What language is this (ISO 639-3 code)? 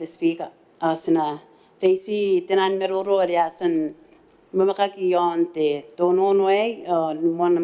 gil